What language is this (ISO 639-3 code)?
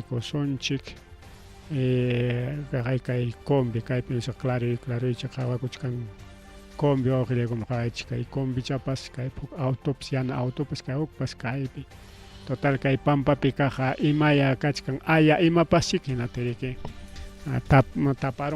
quy